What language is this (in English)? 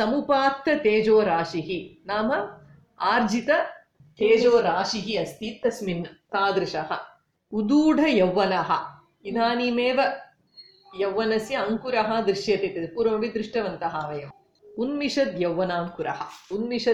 Sanskrit